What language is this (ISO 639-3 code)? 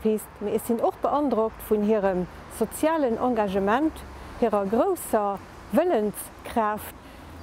ltz